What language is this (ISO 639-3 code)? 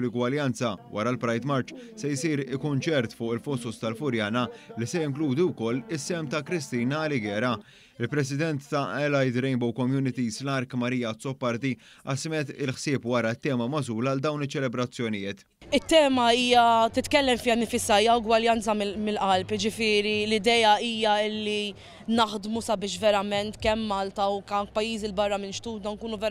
mlt